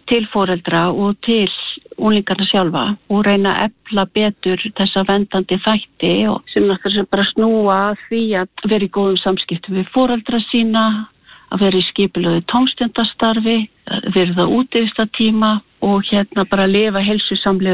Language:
Icelandic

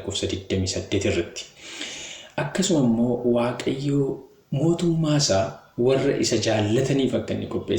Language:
Oromo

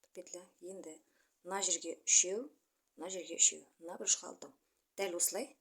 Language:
Kazakh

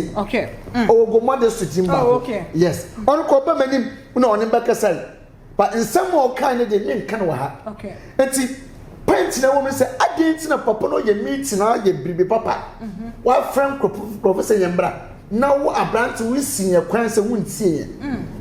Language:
Akan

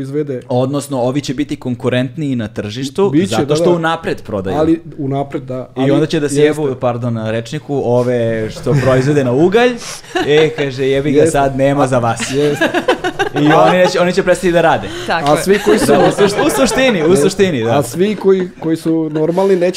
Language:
Serbian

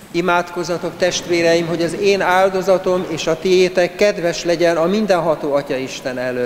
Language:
Hungarian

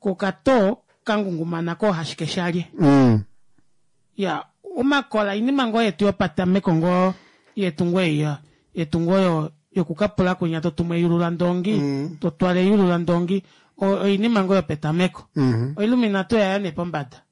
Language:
Kuanyama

